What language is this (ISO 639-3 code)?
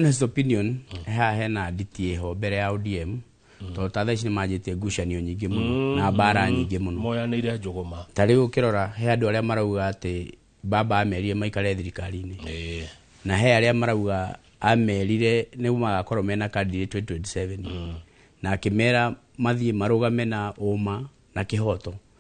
kik